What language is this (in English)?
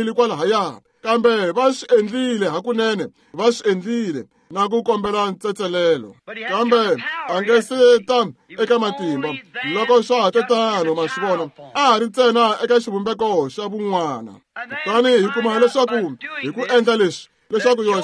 Tsonga